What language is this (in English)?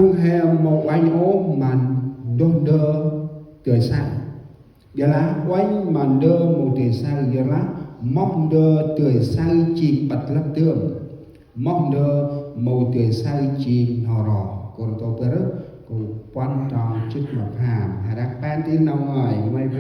Central Mnong